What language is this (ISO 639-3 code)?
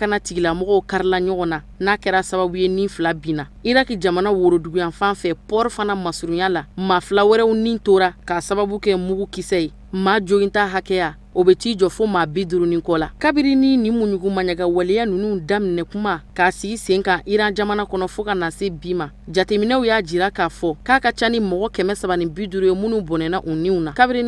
bam